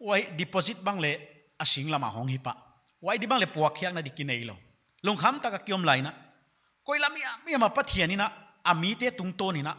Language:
Paite Chin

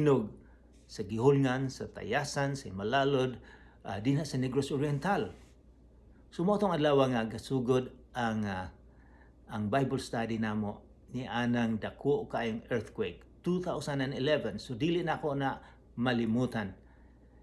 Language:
Cebuano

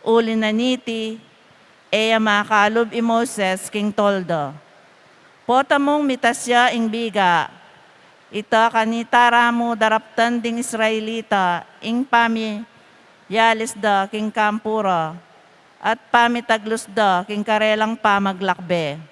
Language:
Pampanga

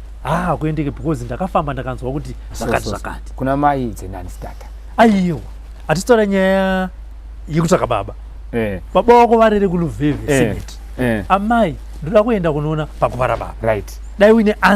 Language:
Shona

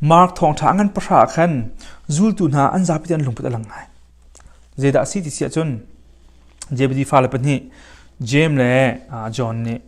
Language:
Hakha Chin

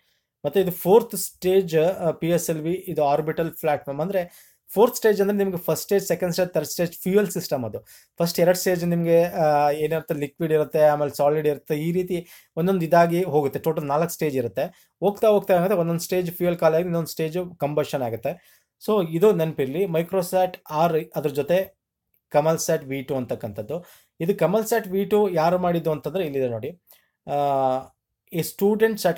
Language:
Kannada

